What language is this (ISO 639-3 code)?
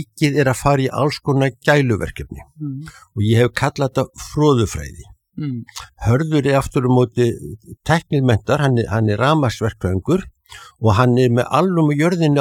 isl